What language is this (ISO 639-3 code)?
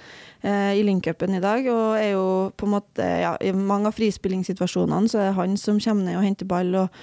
nor